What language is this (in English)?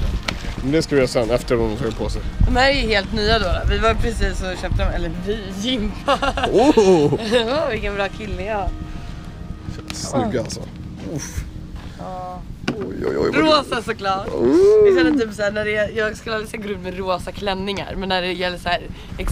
Swedish